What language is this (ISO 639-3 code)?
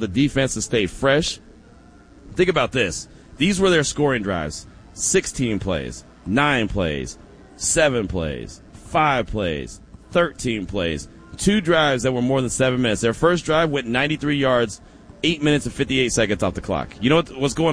eng